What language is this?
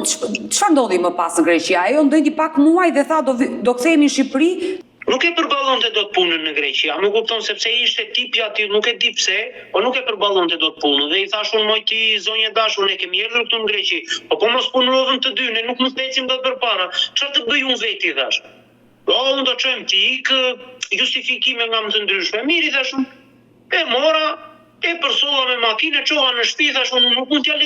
Albanian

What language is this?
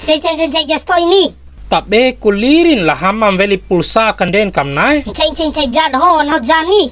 Bima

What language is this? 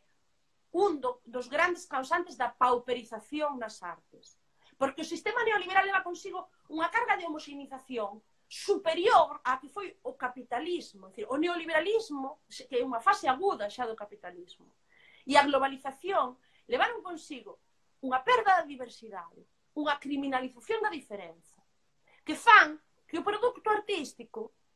Galician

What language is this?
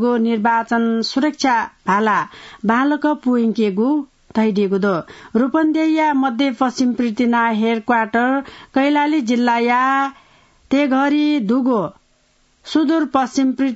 Newari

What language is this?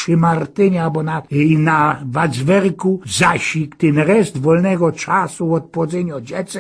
Silesian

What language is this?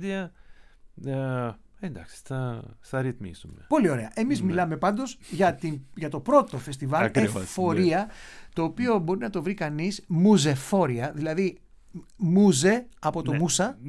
Greek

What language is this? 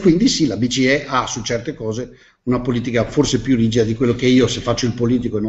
Italian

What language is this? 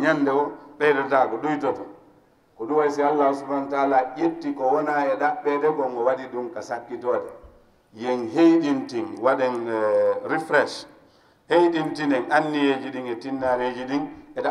Fula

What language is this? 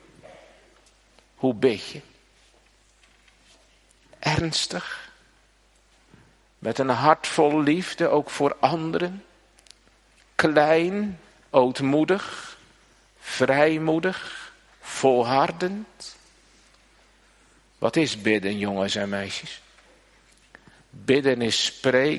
Dutch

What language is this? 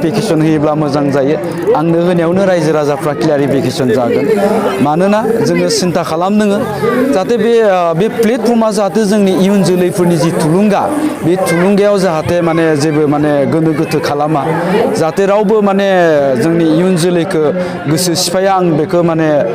Bodo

